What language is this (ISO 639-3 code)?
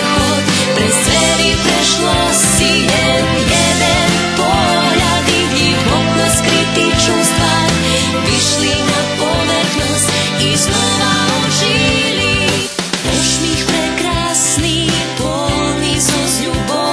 rue